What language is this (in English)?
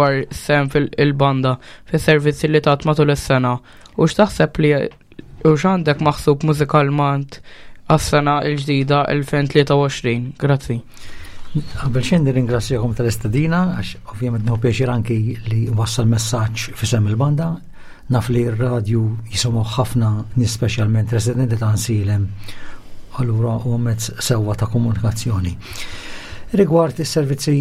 Maltese